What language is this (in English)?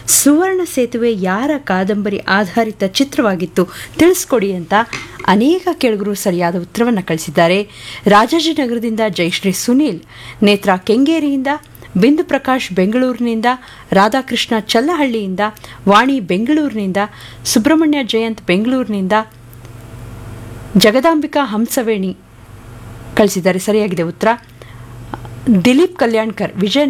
Kannada